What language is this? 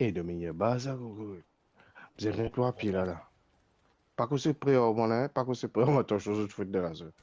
Morisyen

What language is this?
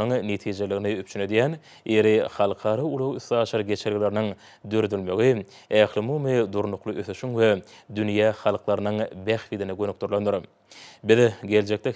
Turkmen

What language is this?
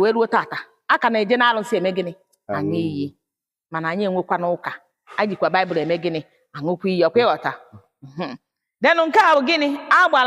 Igbo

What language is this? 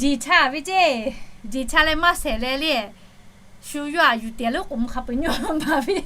Lahu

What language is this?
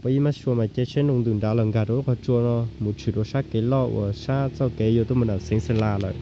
Hmong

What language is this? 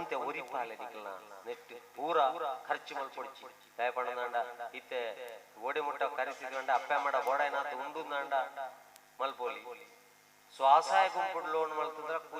Tulu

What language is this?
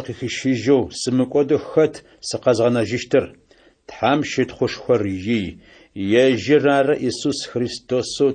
Adyghe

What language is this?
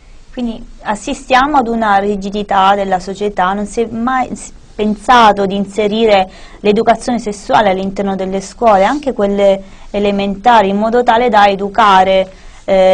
Italian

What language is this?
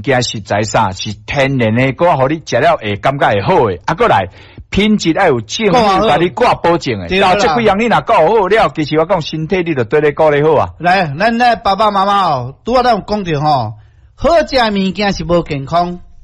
Min Nan Chinese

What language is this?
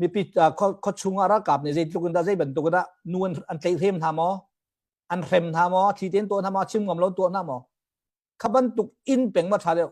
Hakha Chin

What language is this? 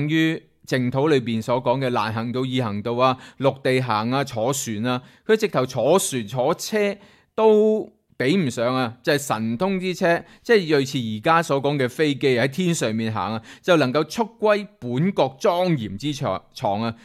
Cantonese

